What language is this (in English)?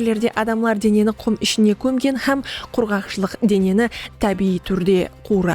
Kara-Kalpak